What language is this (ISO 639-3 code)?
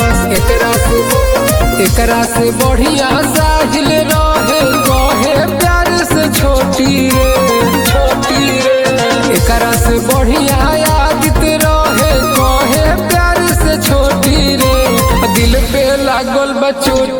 bho